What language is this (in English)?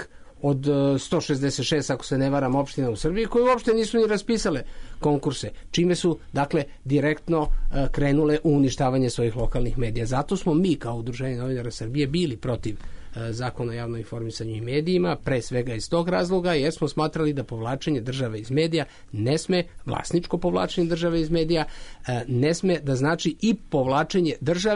Serbian